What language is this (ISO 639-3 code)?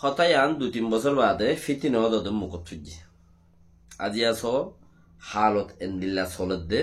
rhg